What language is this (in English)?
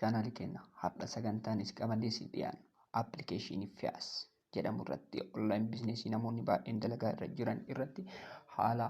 Oromo